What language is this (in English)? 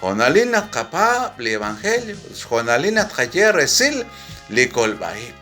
Kekchí